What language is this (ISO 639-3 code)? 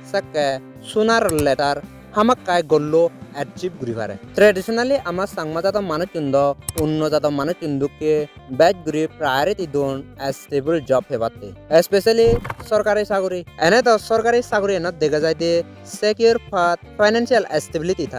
ccp